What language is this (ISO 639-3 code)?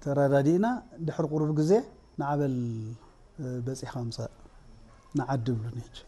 tir